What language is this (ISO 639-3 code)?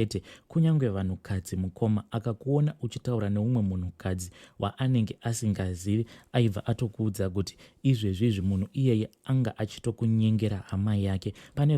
sna